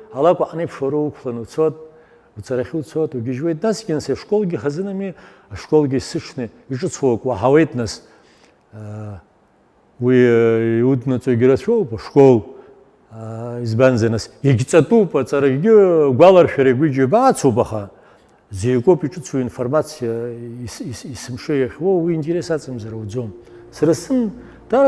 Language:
Abkhazian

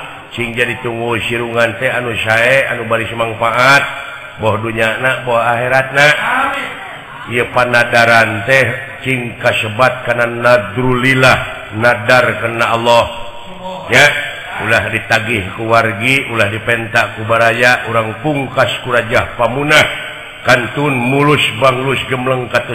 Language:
Sundanese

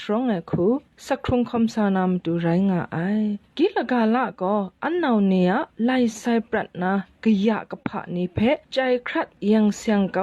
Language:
Kachin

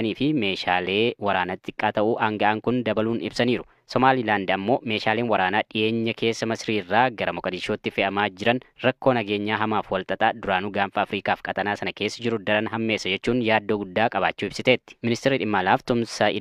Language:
Oromo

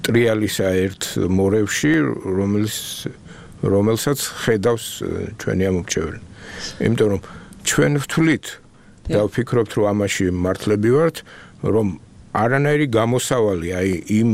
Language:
Georgian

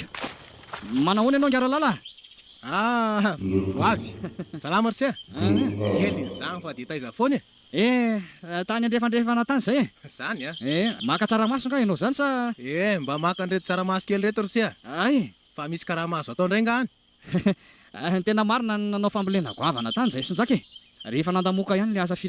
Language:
Malagasy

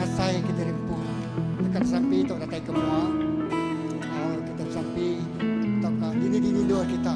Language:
Iban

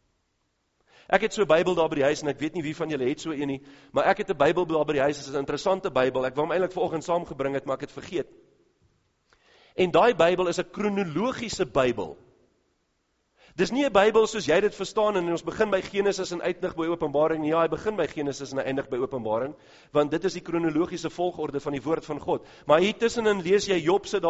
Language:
Afrikaans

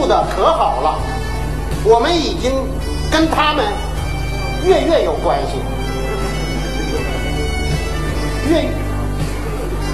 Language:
Chinese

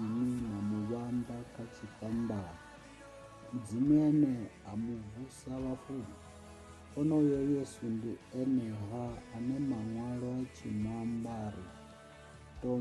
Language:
Venda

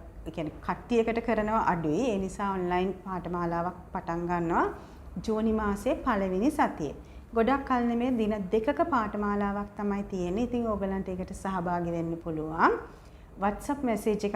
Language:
Sinhala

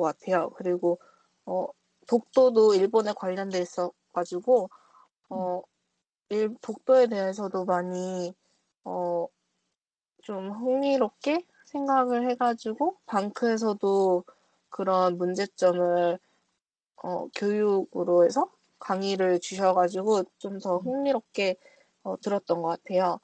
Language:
Korean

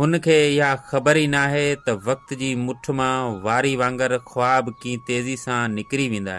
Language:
Sindhi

